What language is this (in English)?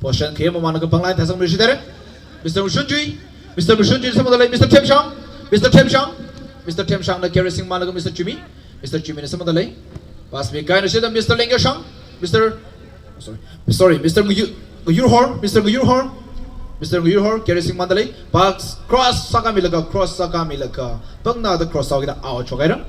Tangkhul Naga (India)